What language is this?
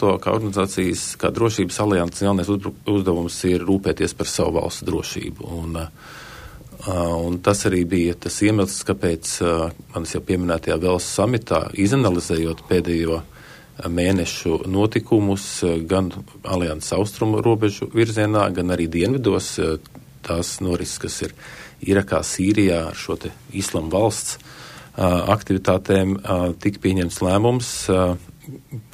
Latvian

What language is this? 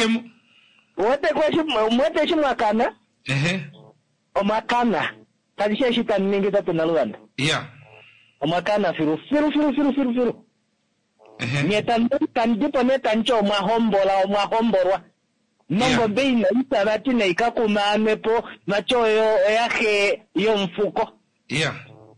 Kuanyama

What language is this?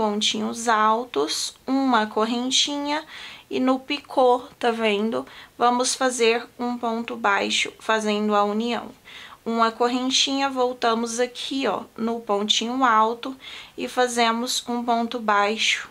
Portuguese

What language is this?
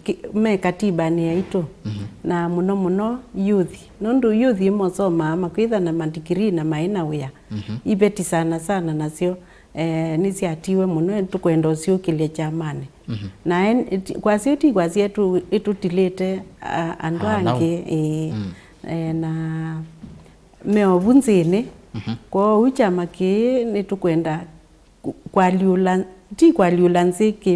Kamba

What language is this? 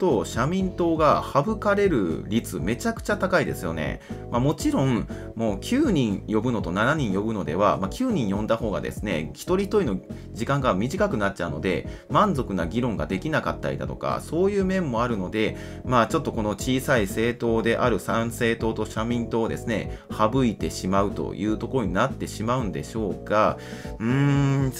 Japanese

